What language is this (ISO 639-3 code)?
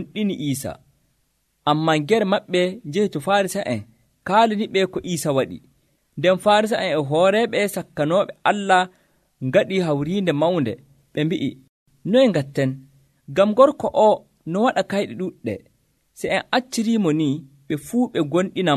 fuv